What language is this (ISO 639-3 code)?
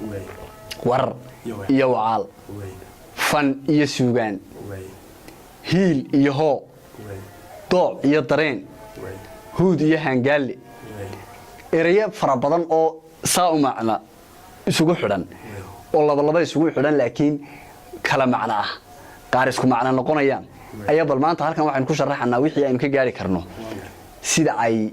som